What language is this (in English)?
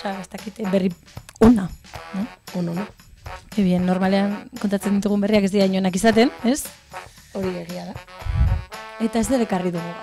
Basque